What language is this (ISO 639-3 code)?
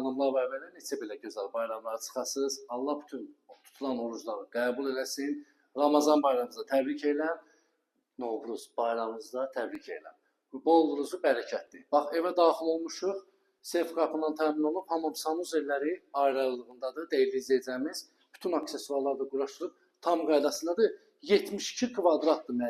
aze